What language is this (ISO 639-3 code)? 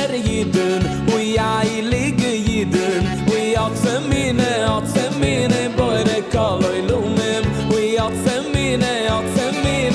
yid